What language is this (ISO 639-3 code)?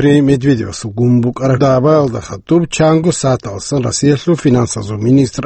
ava